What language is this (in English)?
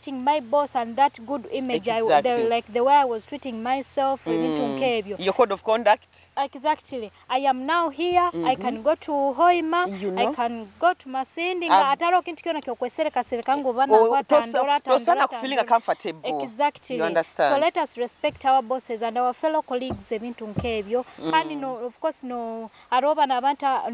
Nyoro